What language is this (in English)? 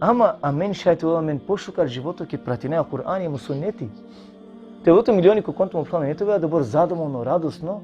Balkan Romani